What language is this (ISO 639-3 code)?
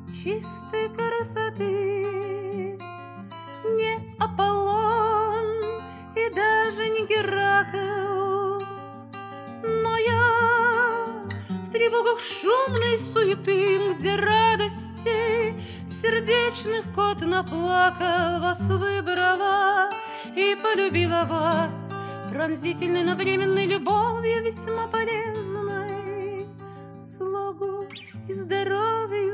rus